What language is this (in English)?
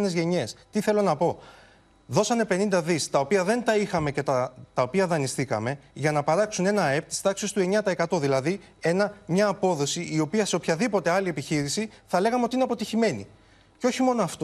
Greek